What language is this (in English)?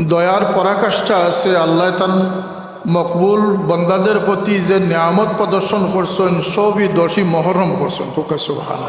Sylheti